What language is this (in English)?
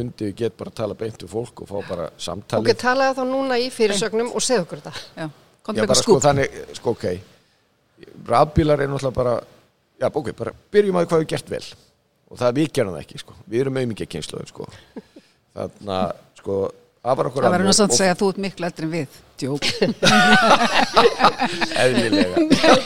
Icelandic